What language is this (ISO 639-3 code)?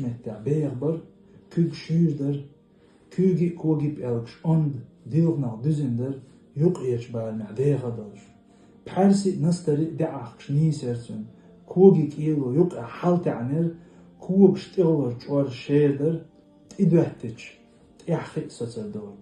che